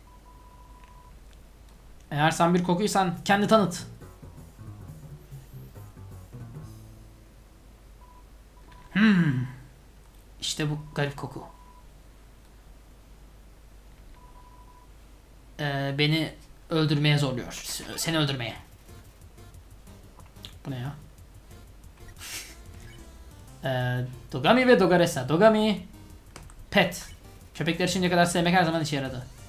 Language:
Turkish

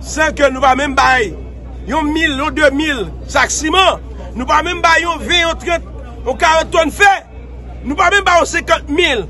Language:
Haitian Creole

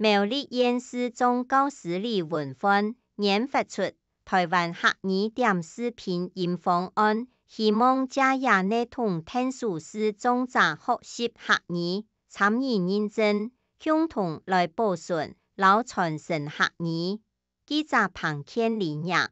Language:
Hakka Chinese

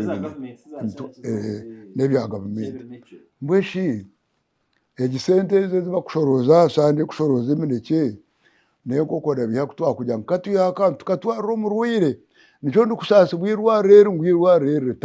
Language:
Nyankole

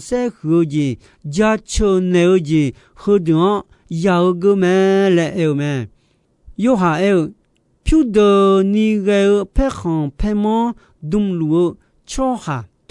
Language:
Akha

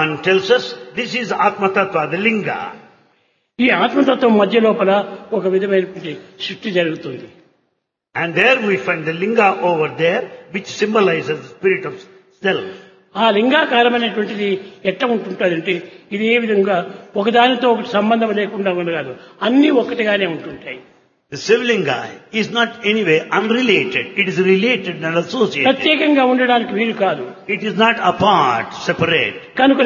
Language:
Telugu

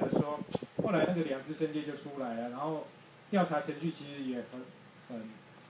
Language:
Chinese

